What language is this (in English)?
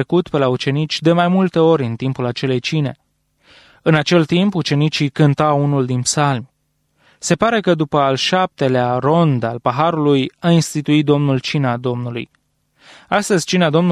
Romanian